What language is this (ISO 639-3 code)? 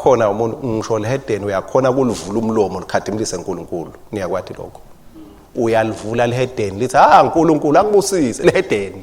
ssw